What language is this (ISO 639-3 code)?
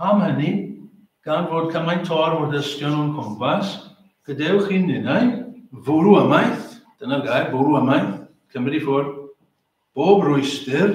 cym